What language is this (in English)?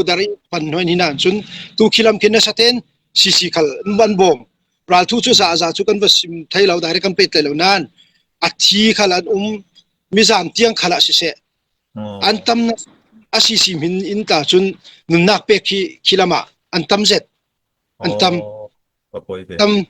Falam Chin